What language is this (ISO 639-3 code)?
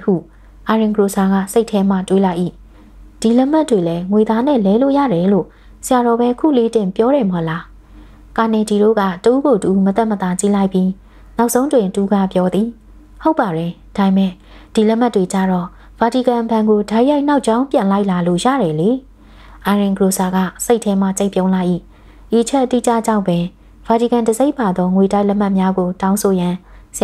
mya